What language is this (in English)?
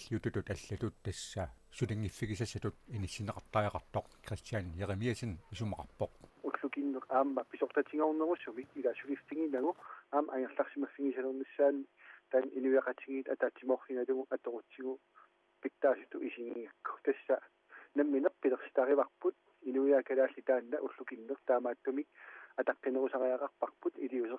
Kalaallisut